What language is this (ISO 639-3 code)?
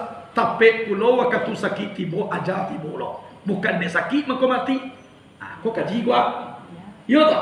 min